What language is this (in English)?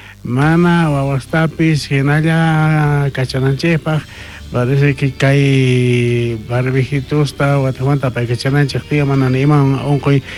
South Bolivian Quechua